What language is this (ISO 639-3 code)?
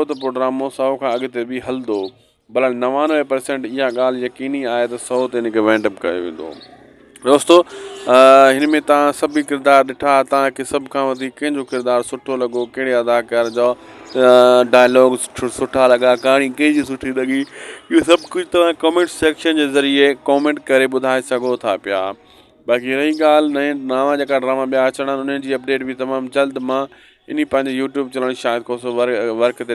snd